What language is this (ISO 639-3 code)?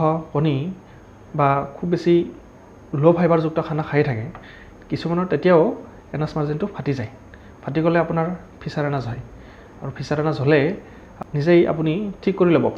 asm